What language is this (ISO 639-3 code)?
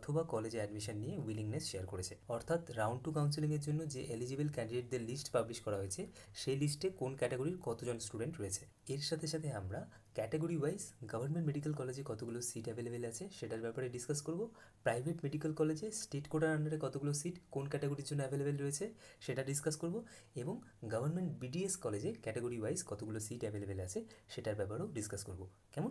ben